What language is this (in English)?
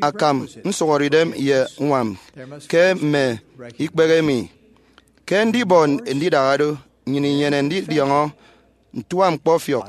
Efik